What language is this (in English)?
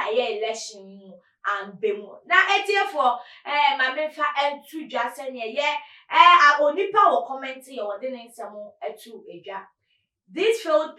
Akan